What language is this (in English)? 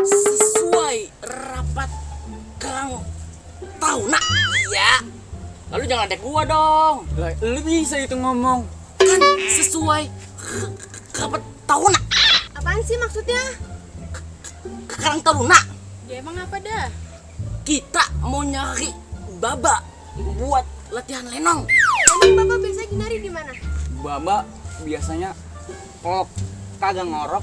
Betawi